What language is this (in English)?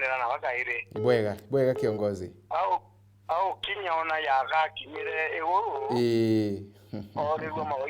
Meru